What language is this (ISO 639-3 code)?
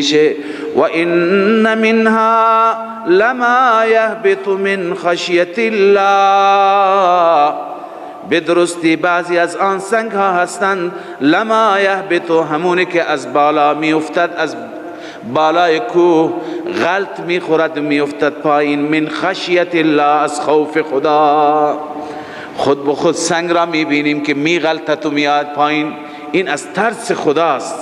fas